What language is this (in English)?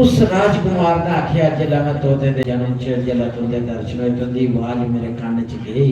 Dogri